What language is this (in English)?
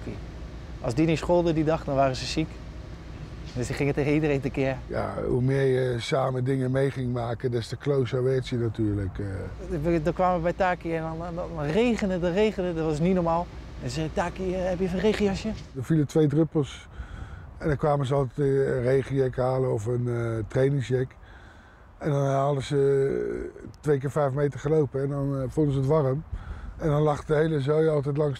Dutch